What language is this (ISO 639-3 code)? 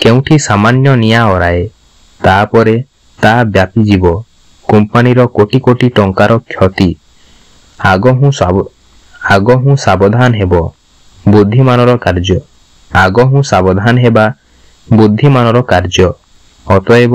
ori